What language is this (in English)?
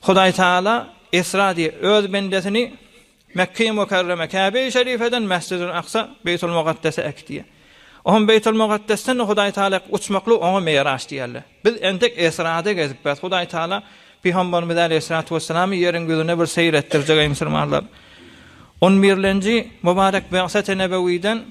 Turkmen